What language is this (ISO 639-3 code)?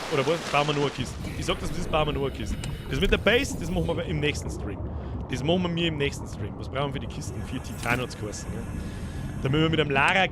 bar